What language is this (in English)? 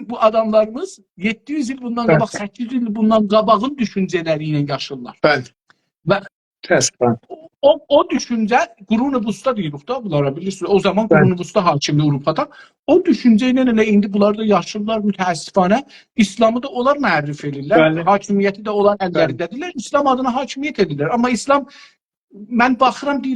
South Azerbaijani